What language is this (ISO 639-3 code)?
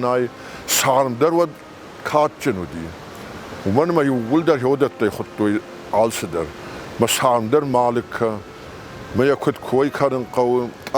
oss